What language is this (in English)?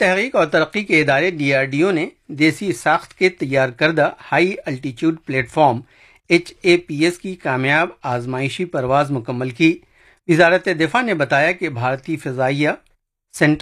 Urdu